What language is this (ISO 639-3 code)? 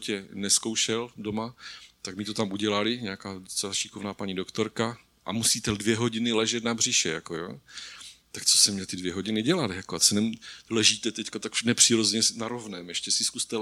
ces